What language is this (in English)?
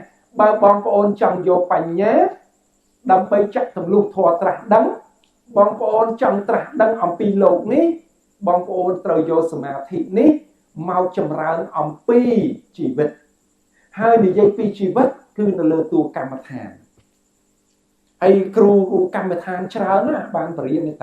Khmer